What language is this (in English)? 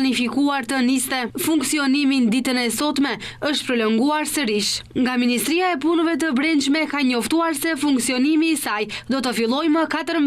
Albanian